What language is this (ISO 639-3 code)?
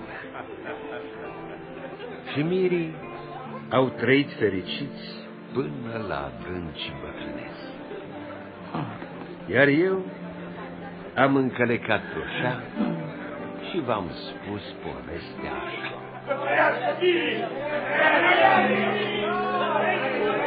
ron